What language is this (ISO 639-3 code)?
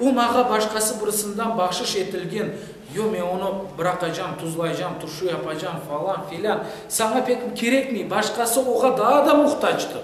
crh